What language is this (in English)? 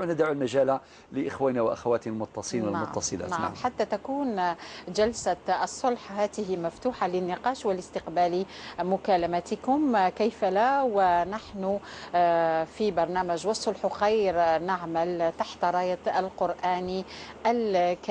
Algerian Arabic